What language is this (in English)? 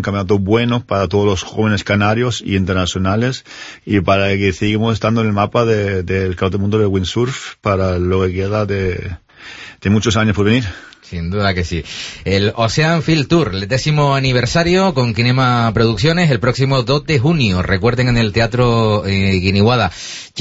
Spanish